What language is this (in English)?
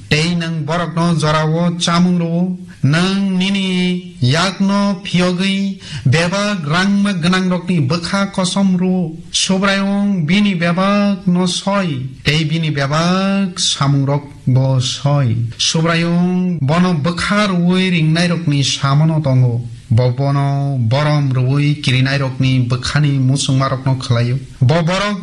Kok Borok